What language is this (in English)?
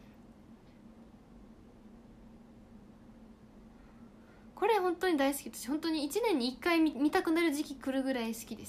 Japanese